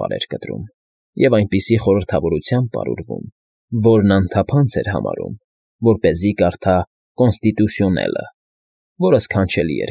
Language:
Armenian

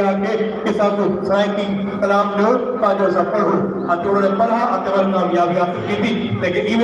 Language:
Saraiki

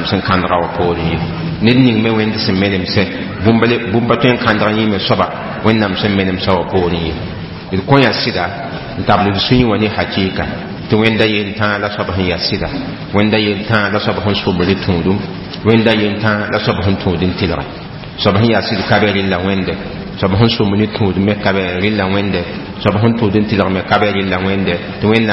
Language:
Mossi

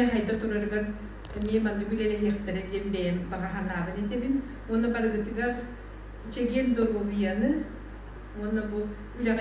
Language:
Yakut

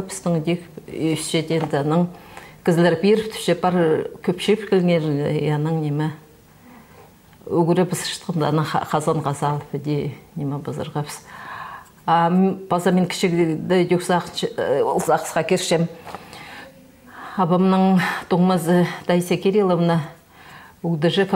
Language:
Khakas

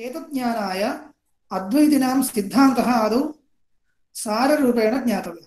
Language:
Sanskrit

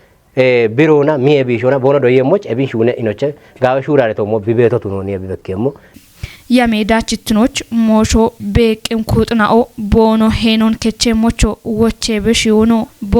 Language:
Kafa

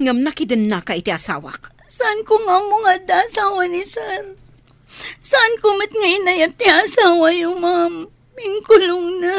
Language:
Iloko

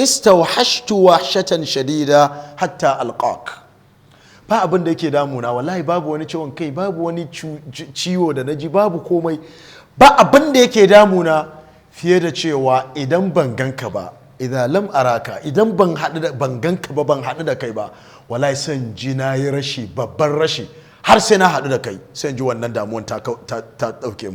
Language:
Hausa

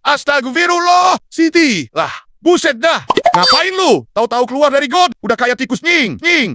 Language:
Betawi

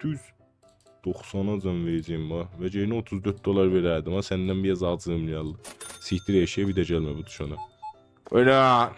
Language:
South Azerbaijani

